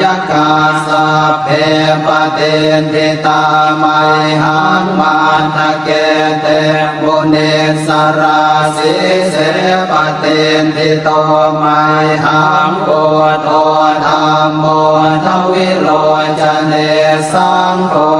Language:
Pali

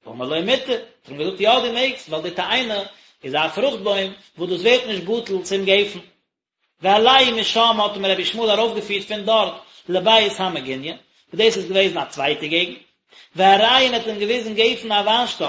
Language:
Yiddish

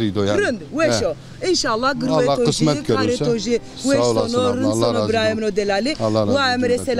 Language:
Zaza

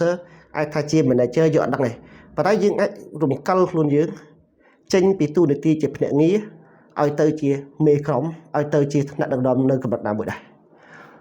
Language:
Khmer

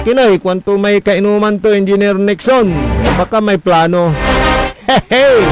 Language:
Pangasinan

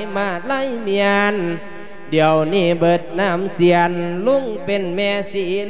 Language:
Lao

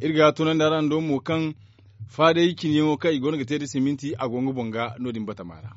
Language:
Zarma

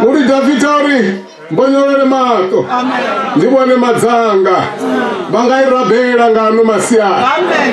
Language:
Venda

